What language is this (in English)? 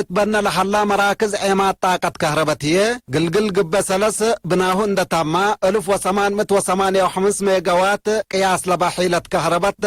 Tigre